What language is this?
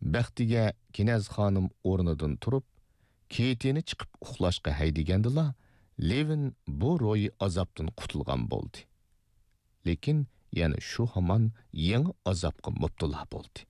Uyghur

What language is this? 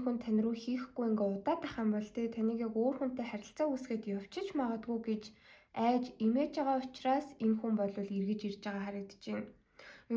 Mongolian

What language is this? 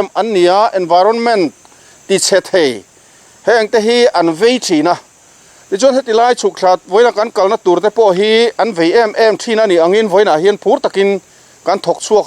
Mizo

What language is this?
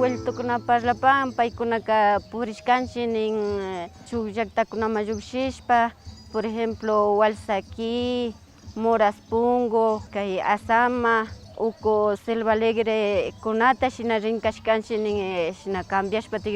Imbabura Highland Quichua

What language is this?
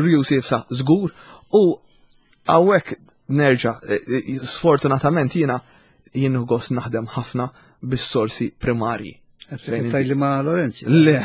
Maltese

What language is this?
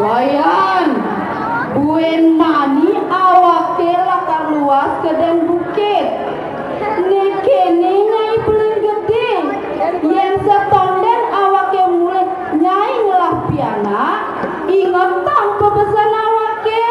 Balinese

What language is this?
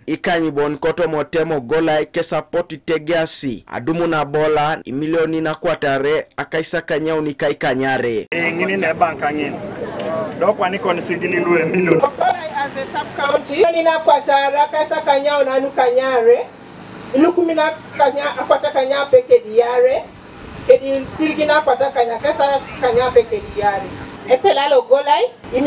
Teso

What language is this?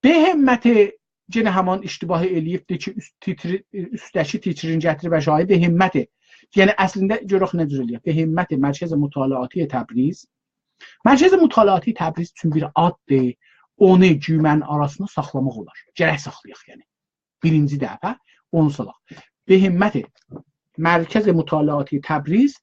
South Azerbaijani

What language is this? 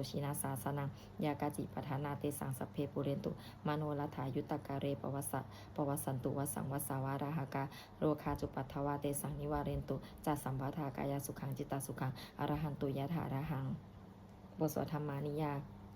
Pali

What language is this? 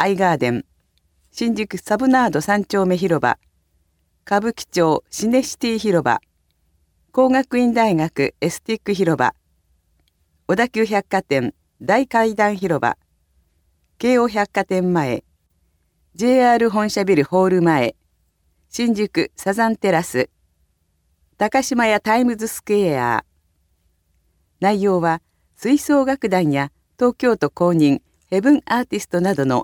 Japanese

